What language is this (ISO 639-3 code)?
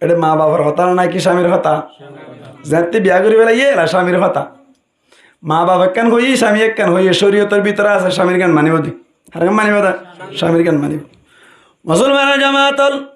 rhg